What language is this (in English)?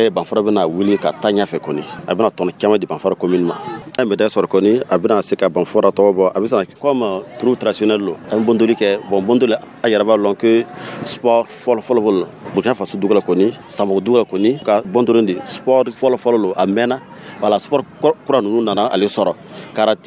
Dyula